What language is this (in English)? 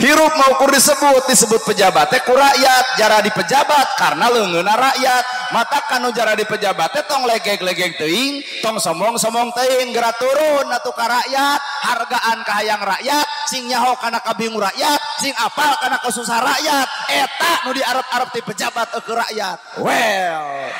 Sundanese